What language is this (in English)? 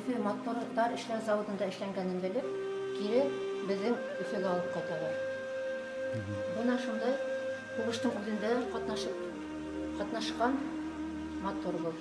Bashkir